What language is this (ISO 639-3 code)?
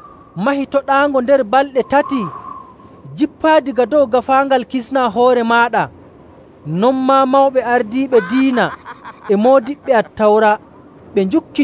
fuv